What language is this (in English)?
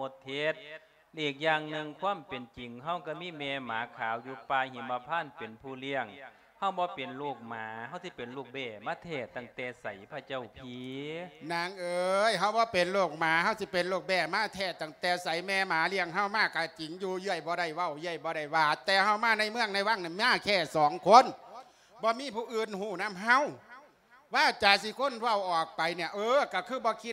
Lao